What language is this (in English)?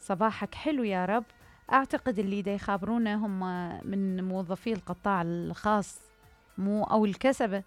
Mesopotamian Arabic